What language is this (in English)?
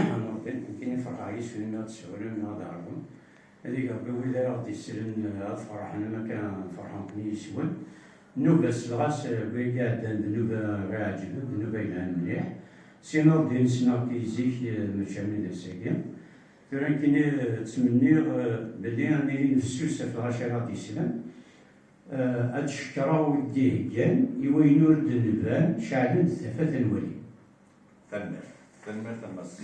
Kabyle